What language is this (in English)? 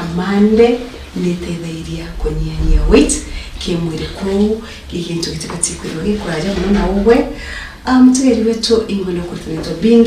Meru